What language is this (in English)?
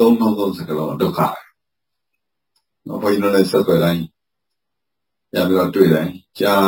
Burmese